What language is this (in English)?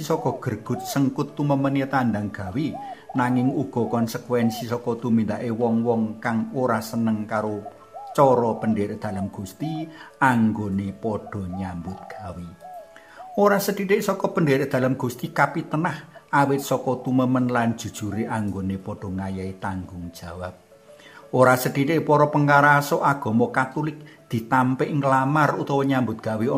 Javanese